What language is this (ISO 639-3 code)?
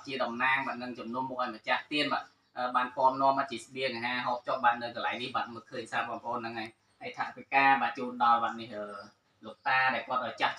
khm